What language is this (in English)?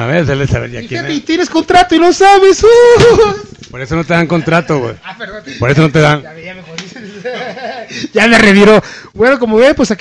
Spanish